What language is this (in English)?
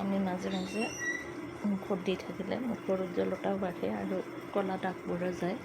Assamese